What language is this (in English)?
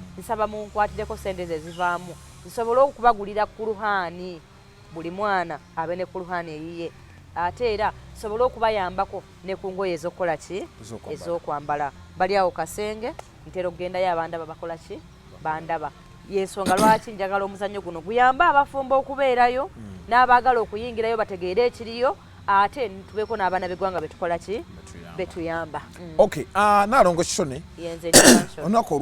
Ganda